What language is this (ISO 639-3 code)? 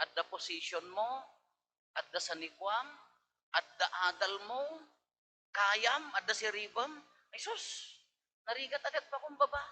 ilo